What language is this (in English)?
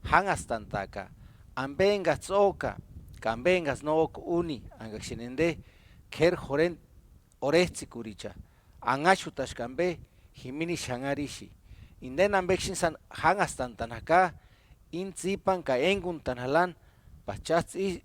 Purepecha